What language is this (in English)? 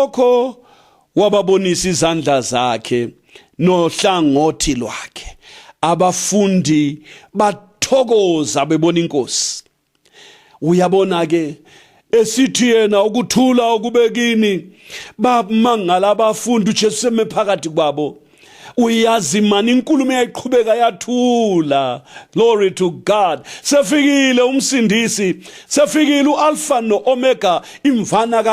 North Ndebele